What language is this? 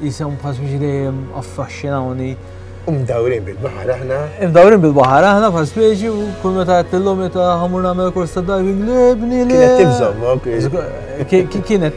Maltese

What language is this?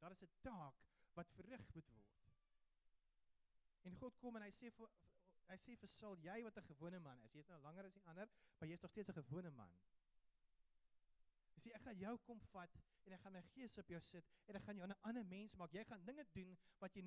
Afrikaans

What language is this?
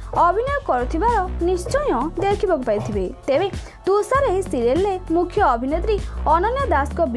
Odia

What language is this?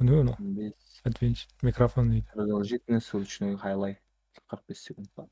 Kara-Kalpak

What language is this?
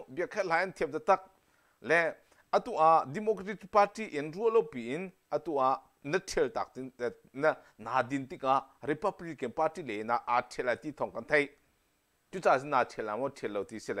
Hakha Chin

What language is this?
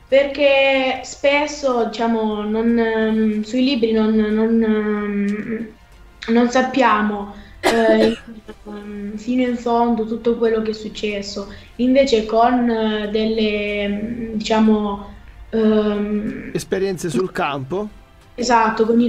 Italian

